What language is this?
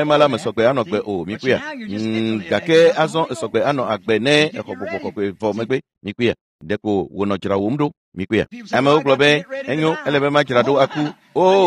Ewe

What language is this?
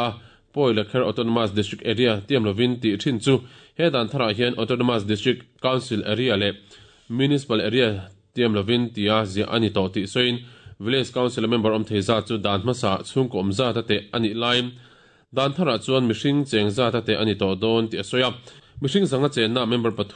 Mizo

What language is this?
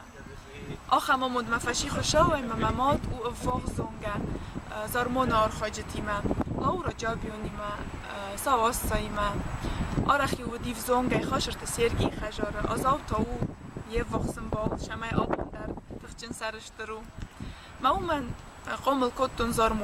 Ossetic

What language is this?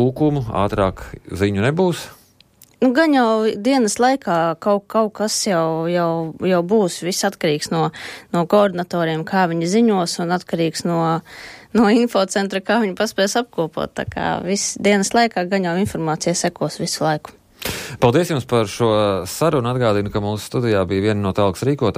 Latvian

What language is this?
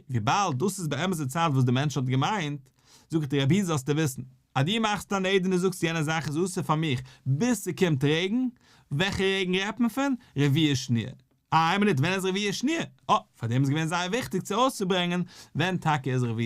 Yiddish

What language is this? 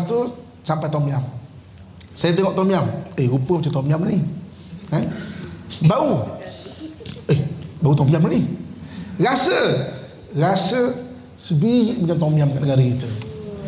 Malay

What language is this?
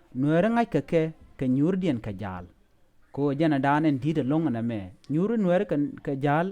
Nuer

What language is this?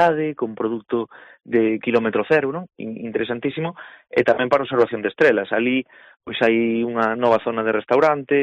Galician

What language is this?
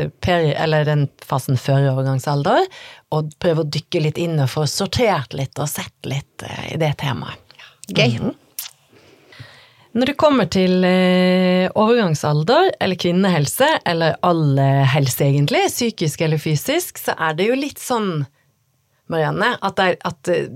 Norwegian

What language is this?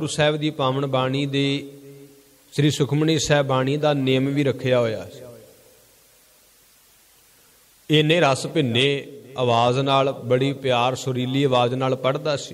Punjabi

